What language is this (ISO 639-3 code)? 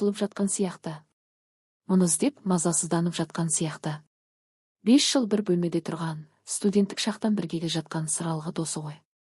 kaz